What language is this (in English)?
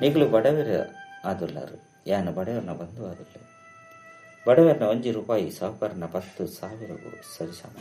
Tulu